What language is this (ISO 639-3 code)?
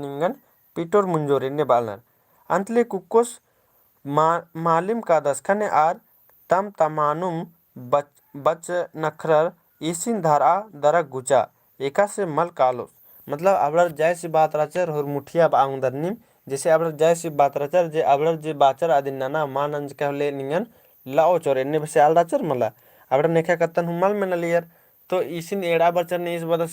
kru